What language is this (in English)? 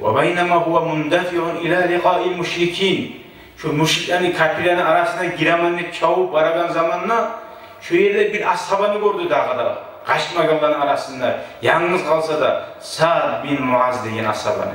Kumyk